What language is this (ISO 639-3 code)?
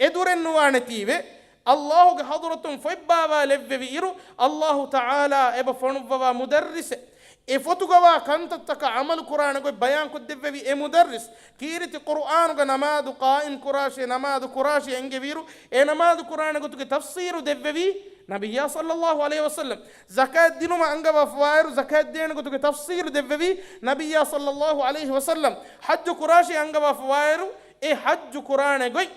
div